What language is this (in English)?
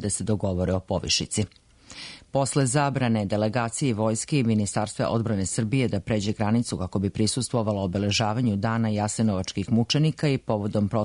Serbian